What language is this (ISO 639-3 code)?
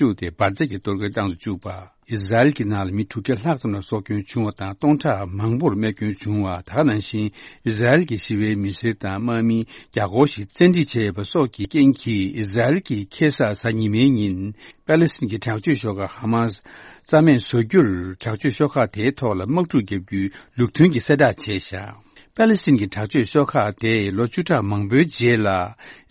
bod